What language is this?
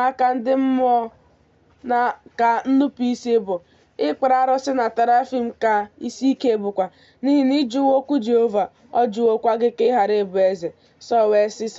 Igbo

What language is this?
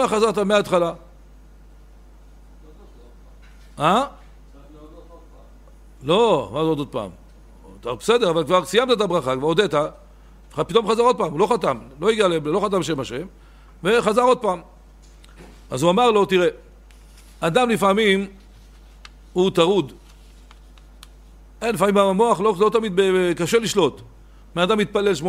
Hebrew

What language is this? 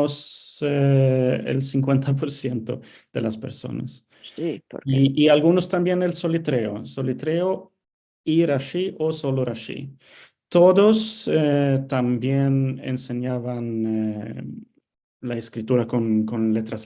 Ladino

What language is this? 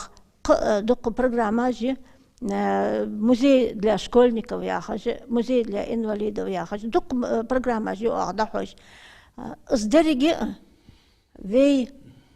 Ingush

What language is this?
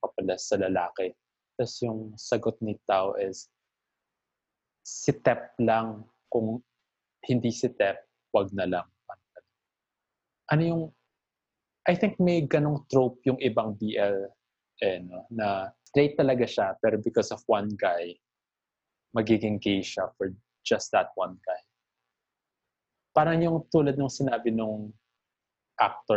Filipino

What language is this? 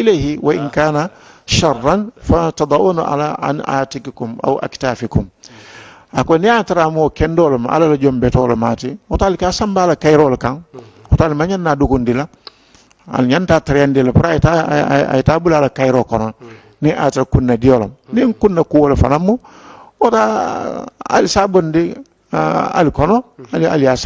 Mandingo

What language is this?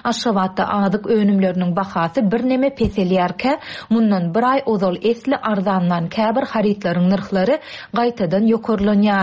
Turkmen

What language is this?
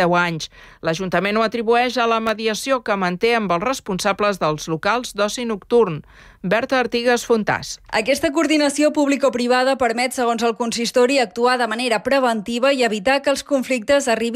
Catalan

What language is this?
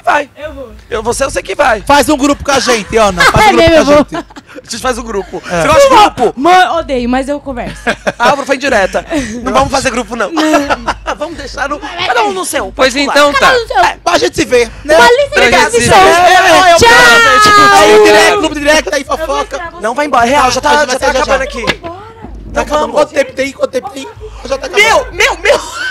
Portuguese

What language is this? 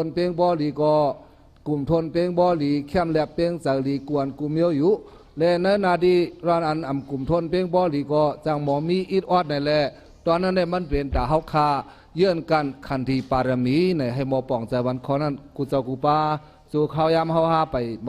Shan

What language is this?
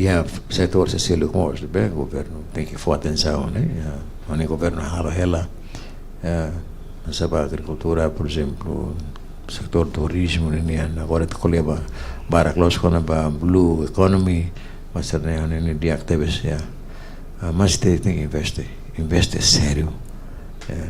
Tetum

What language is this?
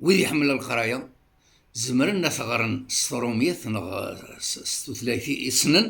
Kabyle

